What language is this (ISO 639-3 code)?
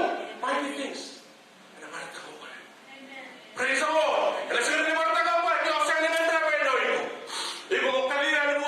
fij